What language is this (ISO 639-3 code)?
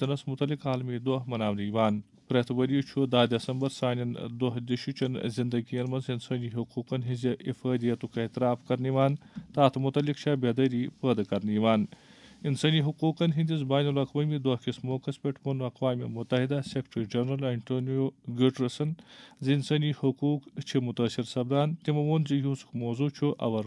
kas